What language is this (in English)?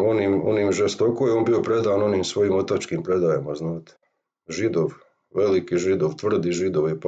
Croatian